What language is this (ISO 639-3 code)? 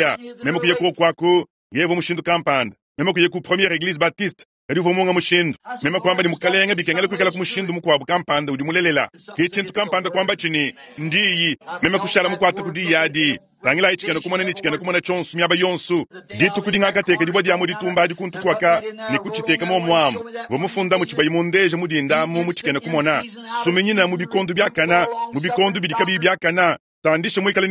lua